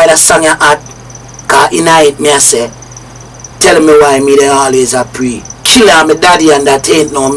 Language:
Jamaican Creole English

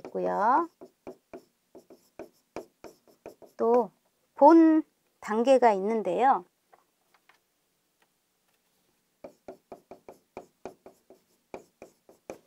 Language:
Korean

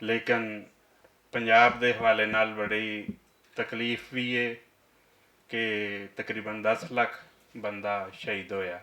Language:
Western Panjabi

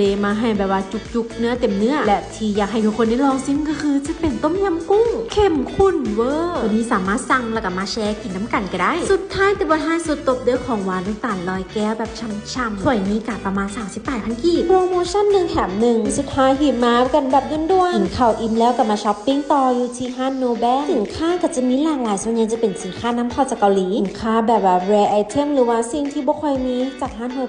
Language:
Lao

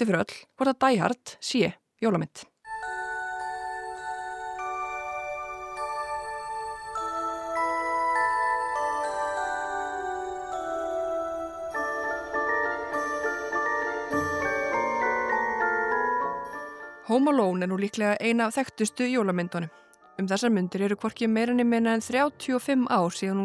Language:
Icelandic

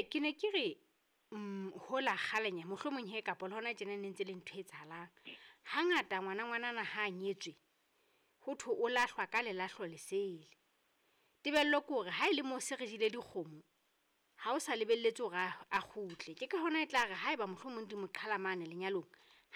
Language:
Southern Sotho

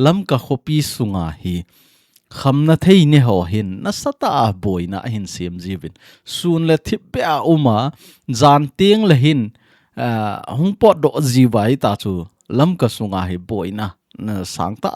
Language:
Thado Chin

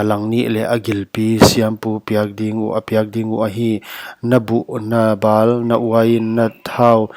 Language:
Paite Chin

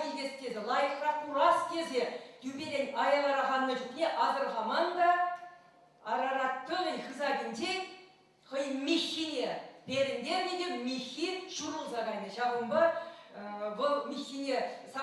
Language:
Chuvash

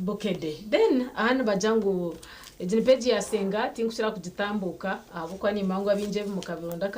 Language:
Nyankole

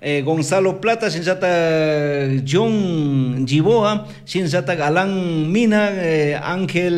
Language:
Chimborazo Highland Quichua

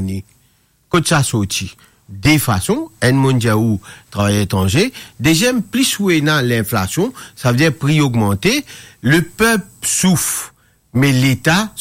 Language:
Morisyen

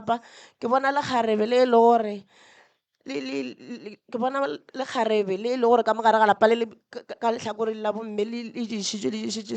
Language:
Northern Sotho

